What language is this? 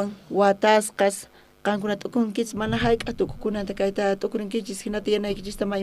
South Bolivian Quechua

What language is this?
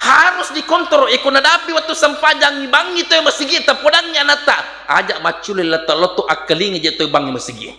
Buginese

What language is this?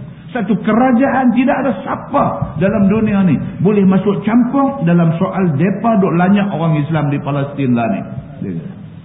Malay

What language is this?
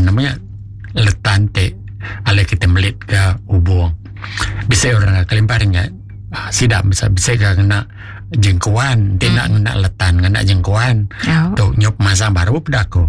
Iban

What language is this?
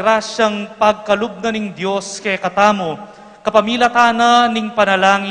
Pampanga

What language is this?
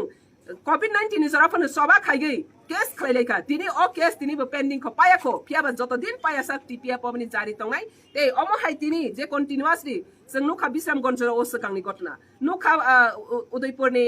Riang (India)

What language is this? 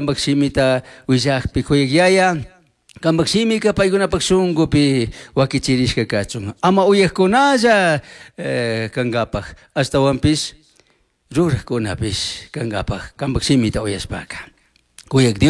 Chimborazo Highland Quichua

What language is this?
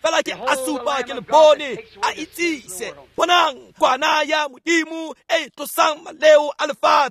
Tswana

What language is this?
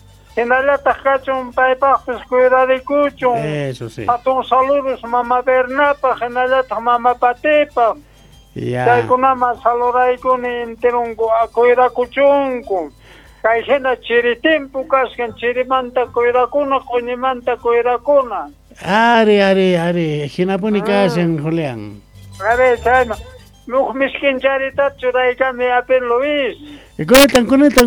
South Bolivian Quechua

